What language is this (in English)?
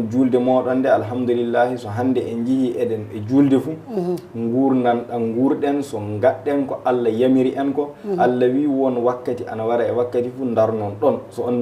Fula